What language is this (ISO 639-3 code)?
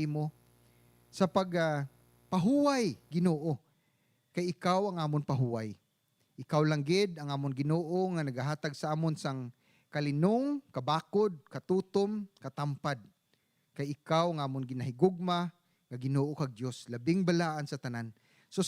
hil